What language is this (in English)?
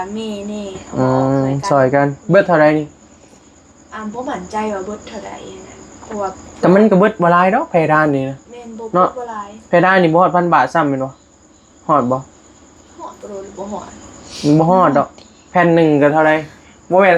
Northeastern Thai